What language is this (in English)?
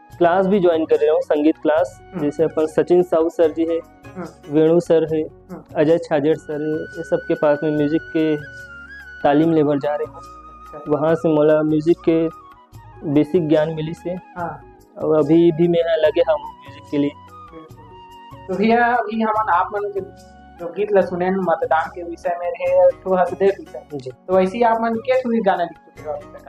Chhattisgarhi